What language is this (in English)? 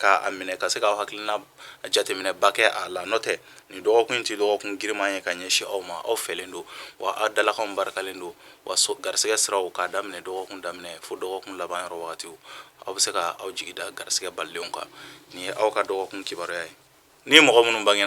Bambara